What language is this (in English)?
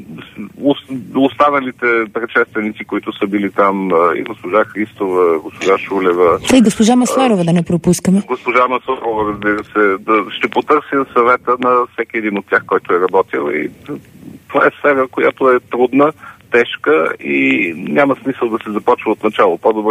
Bulgarian